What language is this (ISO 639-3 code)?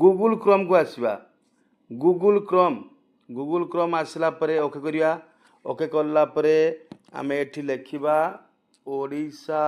ori